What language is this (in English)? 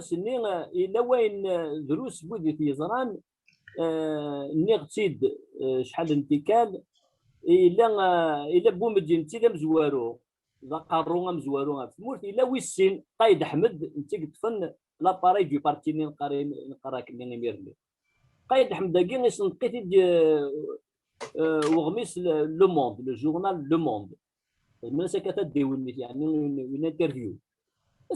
Kabyle